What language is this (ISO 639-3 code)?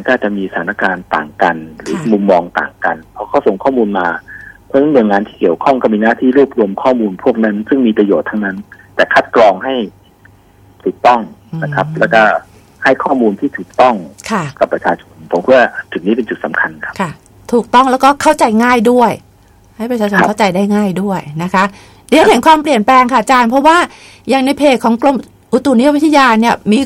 tha